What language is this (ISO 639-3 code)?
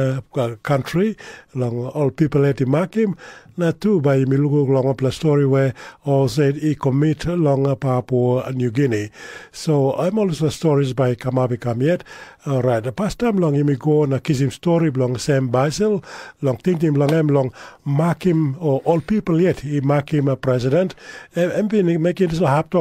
tpi